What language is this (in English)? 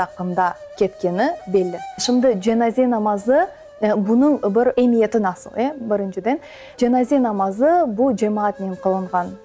Crimean Tatar